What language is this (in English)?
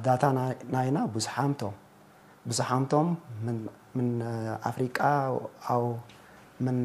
Tigre